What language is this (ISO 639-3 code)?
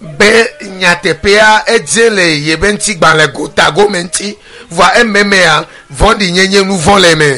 ewe